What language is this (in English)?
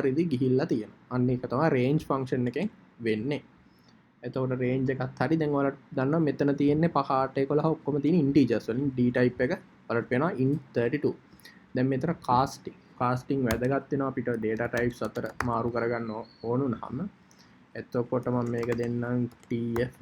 Sinhala